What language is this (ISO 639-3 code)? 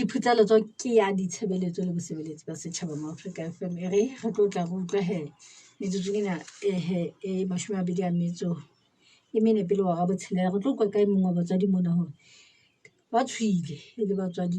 sot